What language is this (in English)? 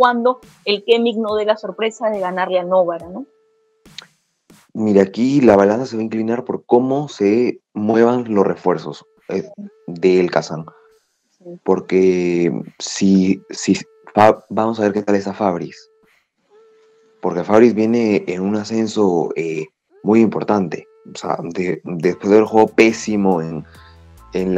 Spanish